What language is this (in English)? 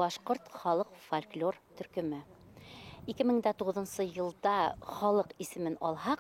Bashkir